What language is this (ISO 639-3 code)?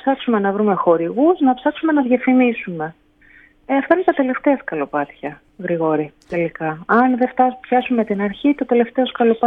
ell